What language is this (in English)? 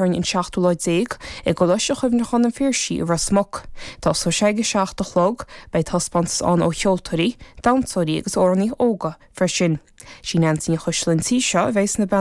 Irish